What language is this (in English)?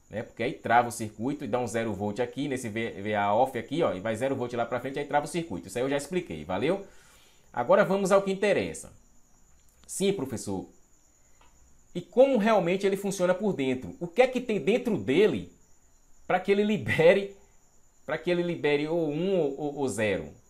Portuguese